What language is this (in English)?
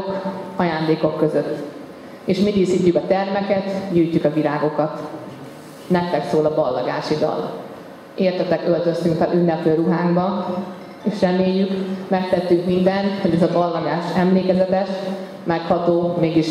Hungarian